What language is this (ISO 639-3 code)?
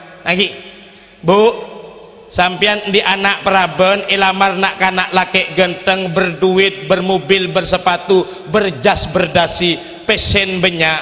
mad